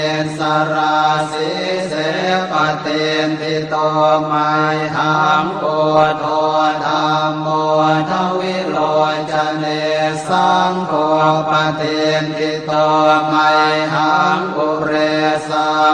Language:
Pali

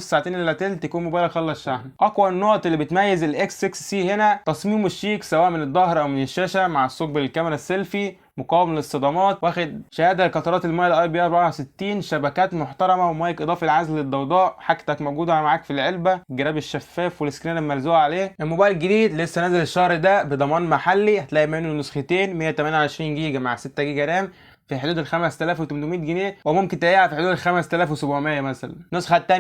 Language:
Egyptian Arabic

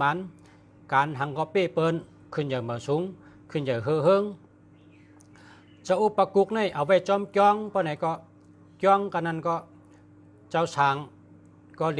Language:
Shan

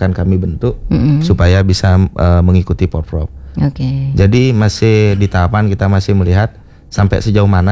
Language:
Indonesian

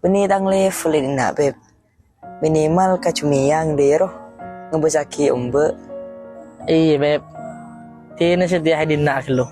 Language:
Madurese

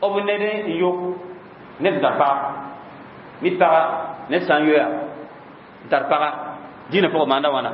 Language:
Mossi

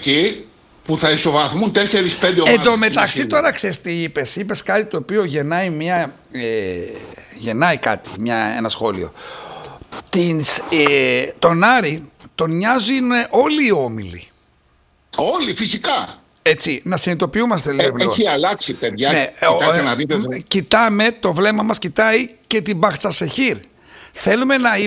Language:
Greek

